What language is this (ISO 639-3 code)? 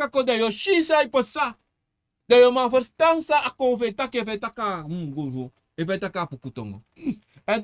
srn